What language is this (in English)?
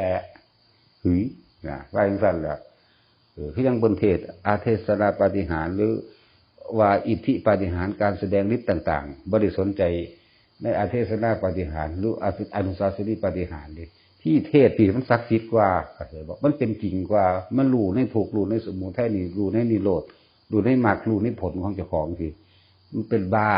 Northeastern Thai